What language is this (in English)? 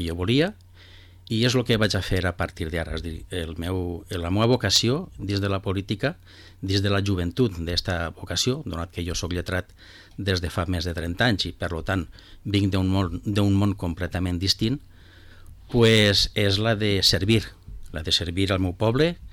Catalan